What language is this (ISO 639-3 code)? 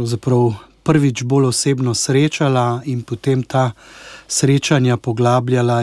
slv